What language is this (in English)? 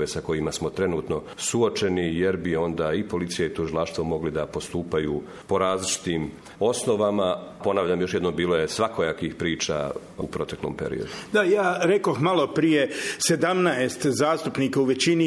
Croatian